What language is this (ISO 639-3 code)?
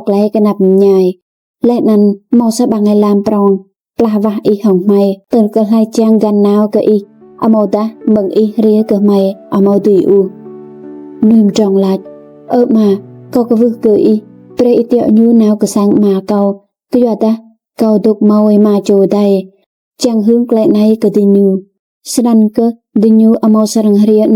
rad